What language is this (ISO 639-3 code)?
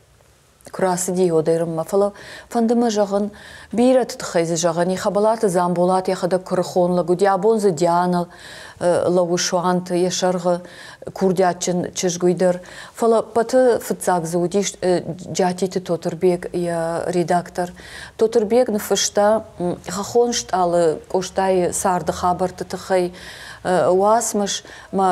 oss